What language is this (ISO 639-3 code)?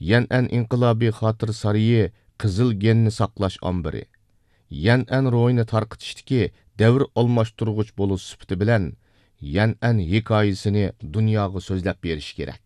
uig